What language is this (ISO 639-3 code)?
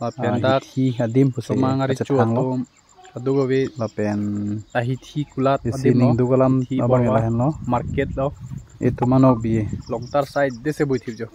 mjw